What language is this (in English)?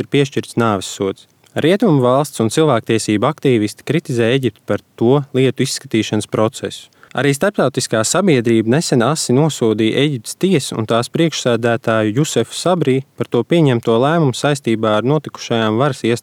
Latvian